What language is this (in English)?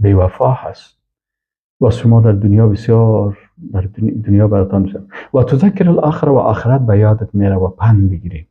Persian